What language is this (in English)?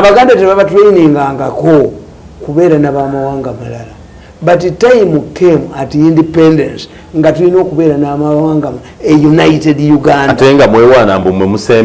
Ganda